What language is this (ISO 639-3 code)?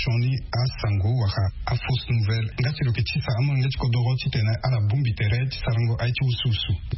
sag